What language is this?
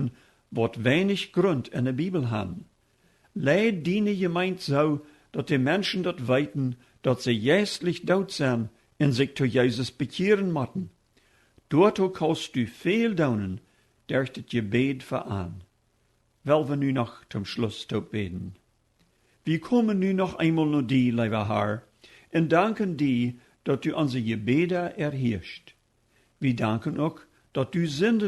Plautdietsch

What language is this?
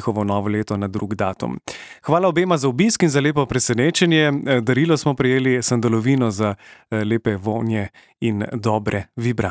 Slovenian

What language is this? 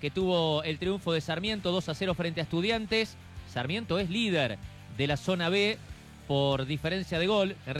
Spanish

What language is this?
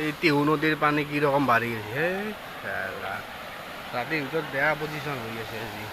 Assamese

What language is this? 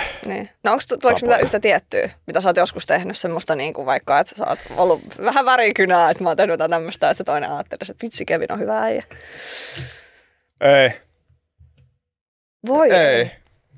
Finnish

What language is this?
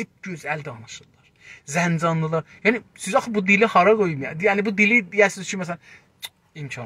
South Azerbaijani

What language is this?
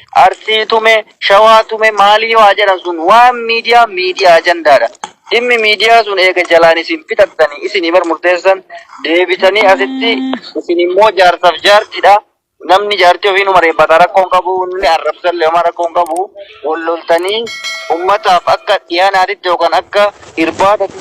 Oromo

